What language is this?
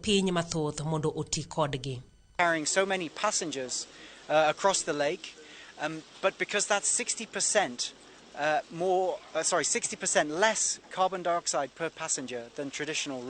Luo (Kenya and Tanzania)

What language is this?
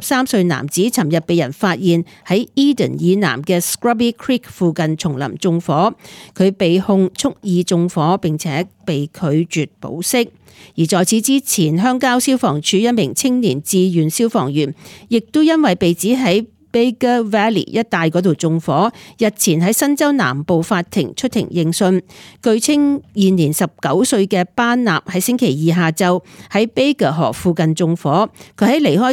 Cantonese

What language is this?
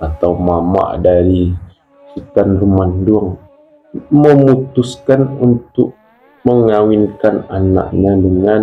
Minangkabau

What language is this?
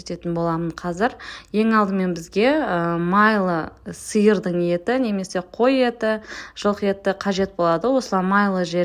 Kazakh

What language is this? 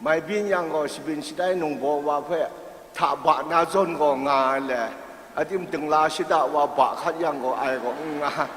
Kachin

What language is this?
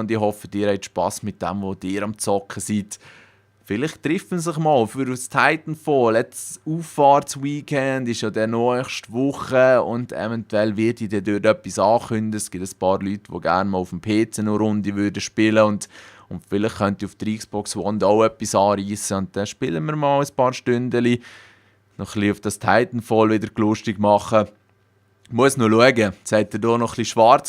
Swiss German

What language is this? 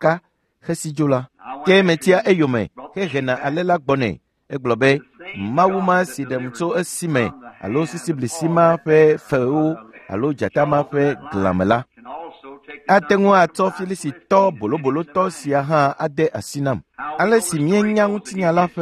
Ewe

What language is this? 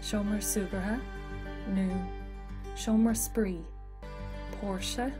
Irish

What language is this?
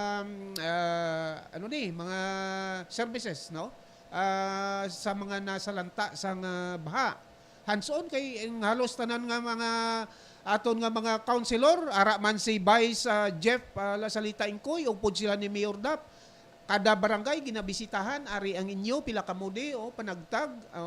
Hiligaynon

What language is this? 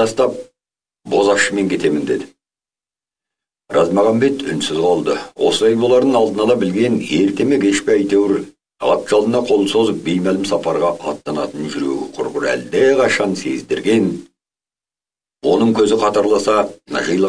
Kazakh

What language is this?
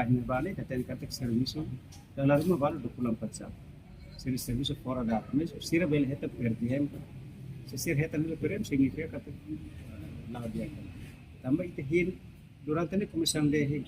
Tetum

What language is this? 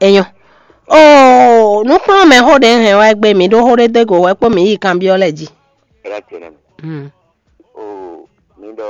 Fon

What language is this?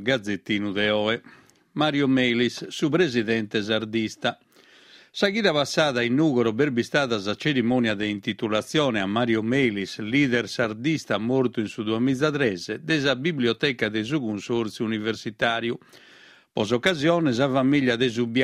Sardinian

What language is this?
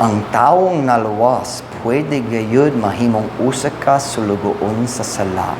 Cebuano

